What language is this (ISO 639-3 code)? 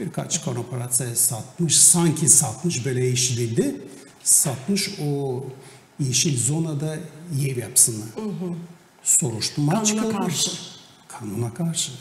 gag